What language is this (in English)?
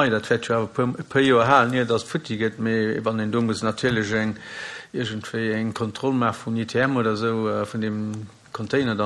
Luxembourgish